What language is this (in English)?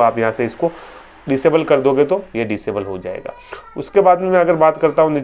Hindi